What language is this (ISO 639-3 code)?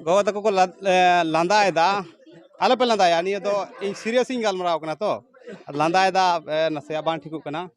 sat